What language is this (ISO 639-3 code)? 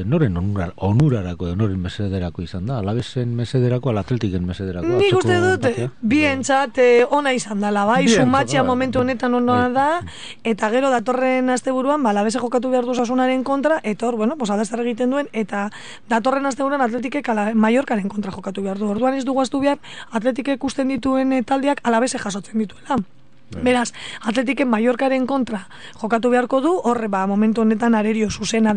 eus